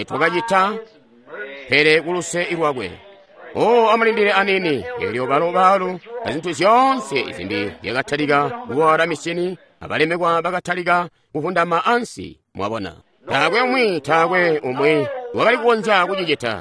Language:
Tonga (Zambia)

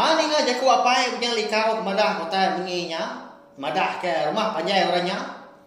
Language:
Iban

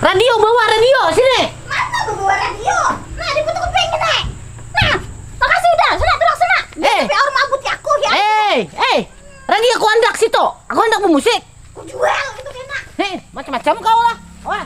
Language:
Banjar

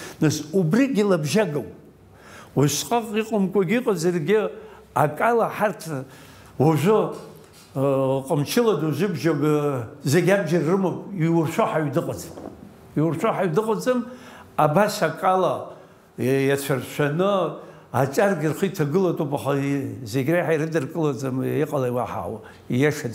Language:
Abkhazian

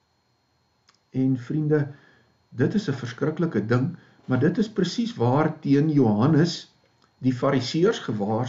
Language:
Afrikaans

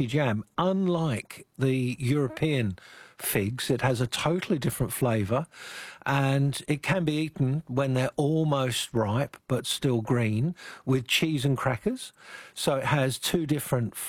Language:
English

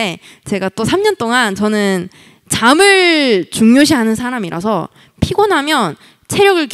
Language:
Korean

